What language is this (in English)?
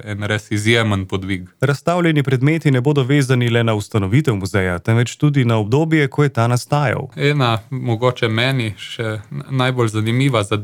Slovenian